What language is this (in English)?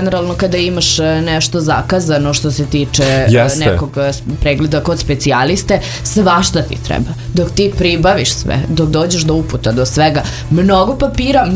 Serbian